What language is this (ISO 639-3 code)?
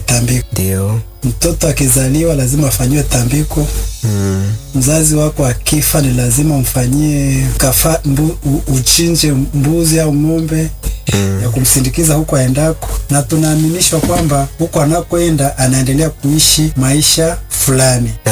swa